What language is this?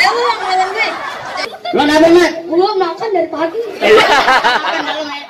Betawi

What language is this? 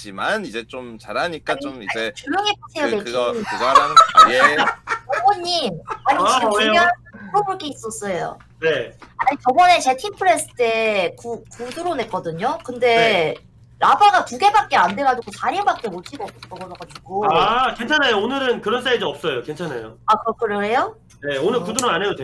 Korean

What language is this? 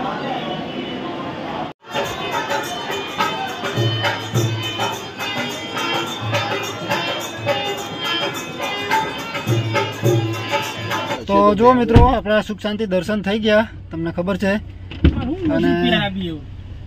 Gujarati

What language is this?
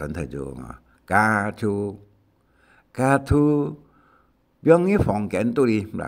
Hakka Chinese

